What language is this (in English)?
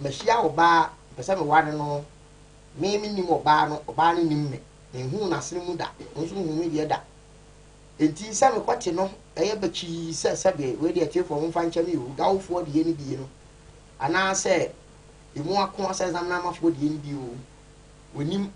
Akan